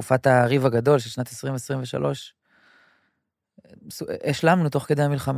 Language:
Hebrew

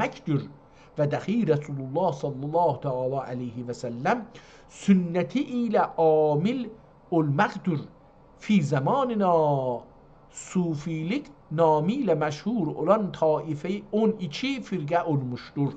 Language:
South Azerbaijani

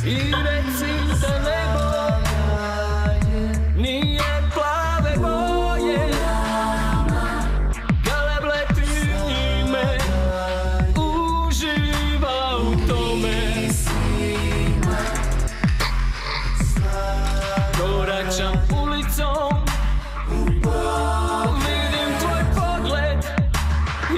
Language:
Croatian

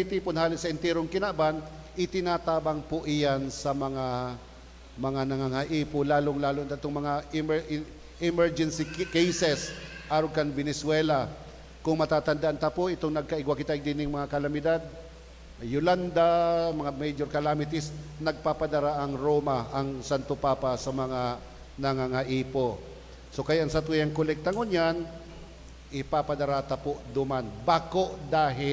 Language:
Bikol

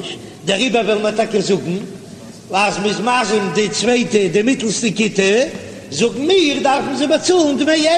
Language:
Yiddish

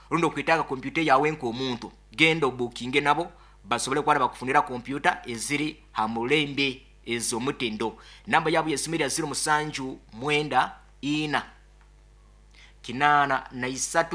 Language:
Nyoro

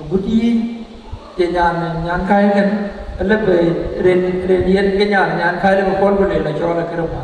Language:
Dinka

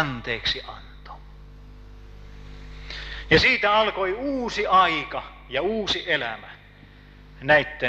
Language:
Finnish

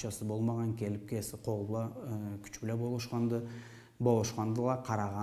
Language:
Karachay-Balkar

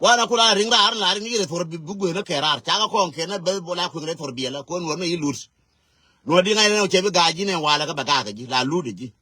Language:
Nuer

